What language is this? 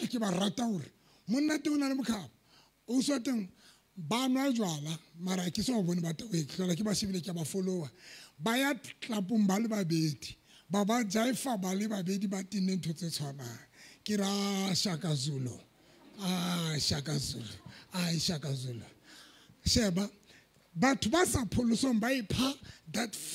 Southern Sotho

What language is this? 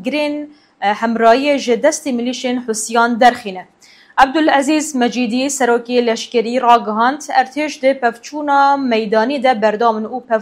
Kurdish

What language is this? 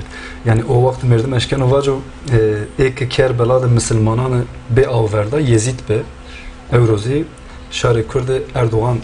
Zaza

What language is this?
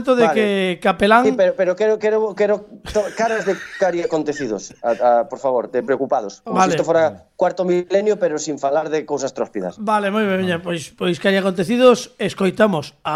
Galician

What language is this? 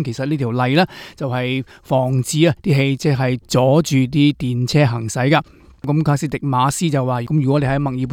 Cantonese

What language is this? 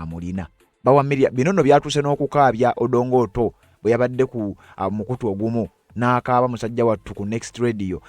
Ganda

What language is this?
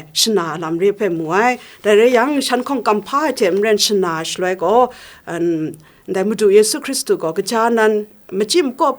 Kachin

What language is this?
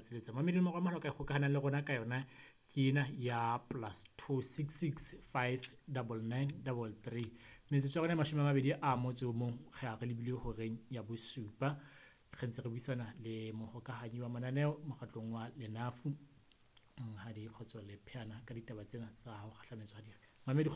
Southern Sotho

